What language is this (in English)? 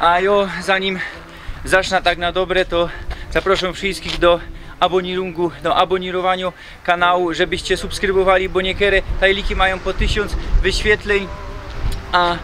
Silesian